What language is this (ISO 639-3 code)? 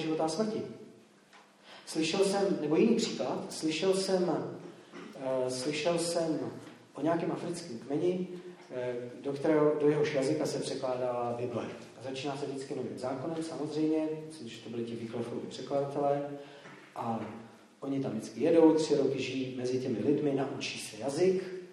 ces